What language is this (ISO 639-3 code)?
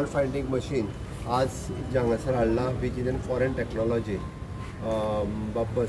kok